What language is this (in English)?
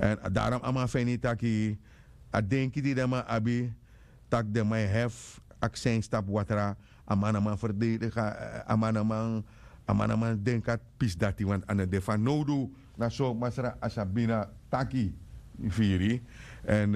Sranan Tongo